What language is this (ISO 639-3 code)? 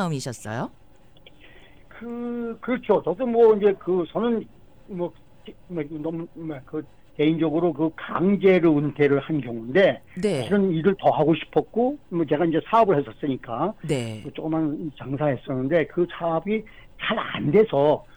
kor